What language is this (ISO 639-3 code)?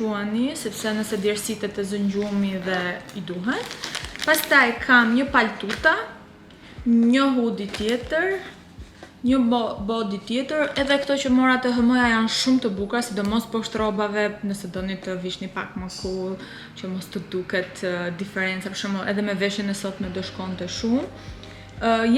sqi